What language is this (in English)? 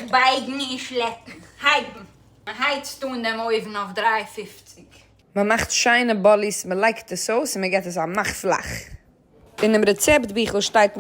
Yiddish